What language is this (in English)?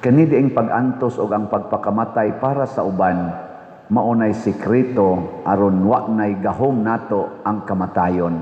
Cebuano